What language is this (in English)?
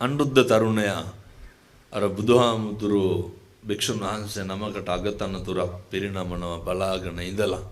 Sinhala